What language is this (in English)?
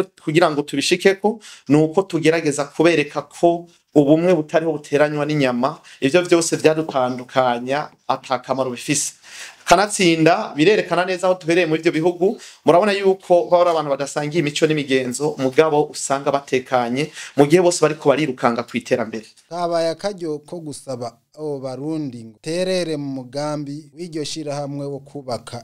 Rundi